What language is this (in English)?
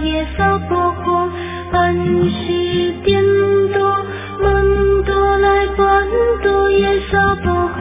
Chinese